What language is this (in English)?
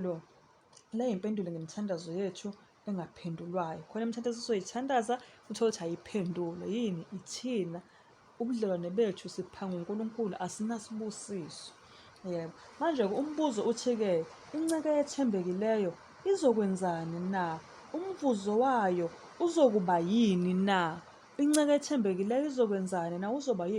Zulu